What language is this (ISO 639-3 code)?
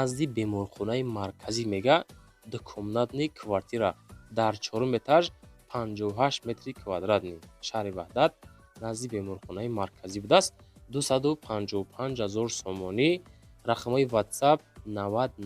tgk